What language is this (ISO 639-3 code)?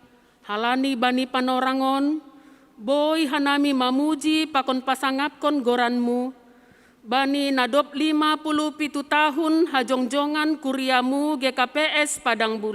bts